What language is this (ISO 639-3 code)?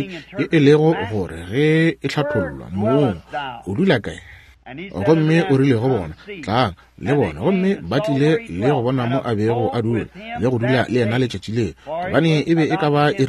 nso